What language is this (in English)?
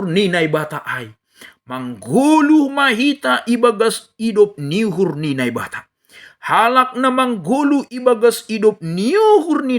Batak Simalungun